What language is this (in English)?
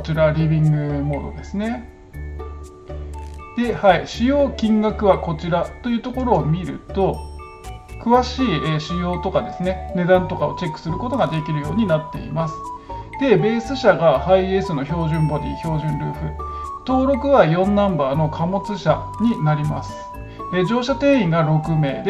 Japanese